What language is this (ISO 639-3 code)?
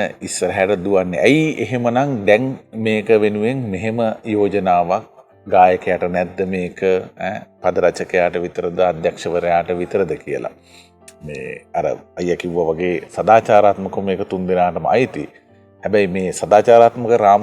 sin